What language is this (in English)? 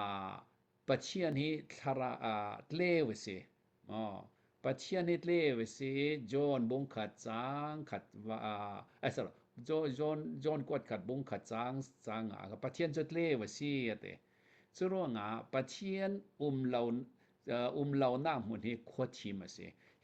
Hakha Chin